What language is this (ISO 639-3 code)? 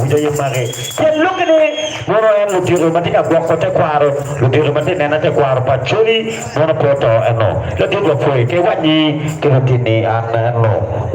ach